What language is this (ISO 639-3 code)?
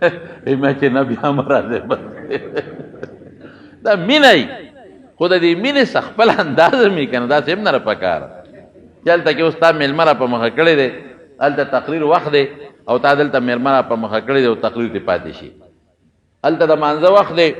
pus